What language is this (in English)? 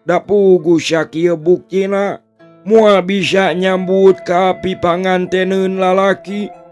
Sundanese